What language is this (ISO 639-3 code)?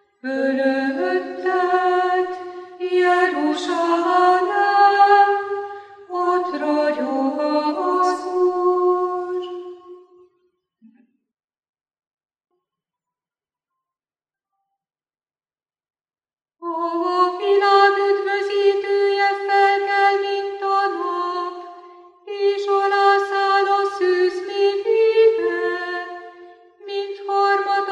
hun